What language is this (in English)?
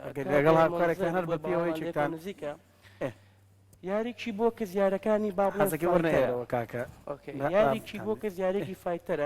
Central Kurdish